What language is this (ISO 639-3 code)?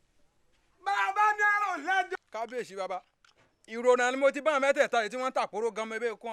yor